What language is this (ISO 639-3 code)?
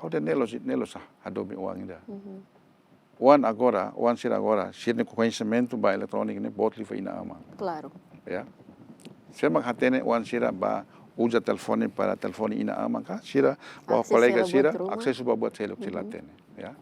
tet